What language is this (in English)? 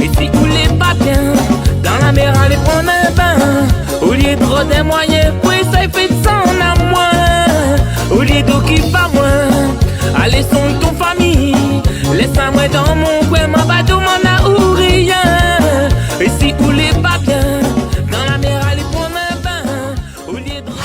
Réunion Creole French